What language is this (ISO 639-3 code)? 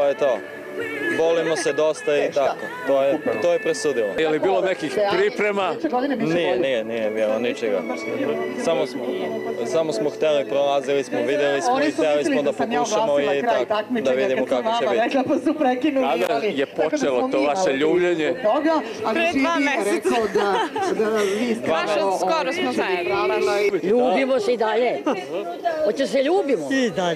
srp